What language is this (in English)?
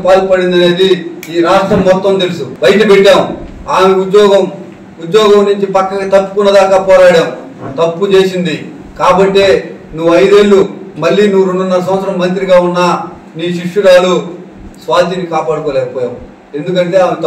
Telugu